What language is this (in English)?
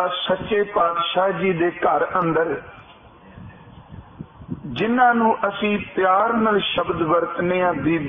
Punjabi